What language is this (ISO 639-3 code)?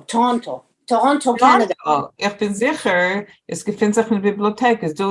yid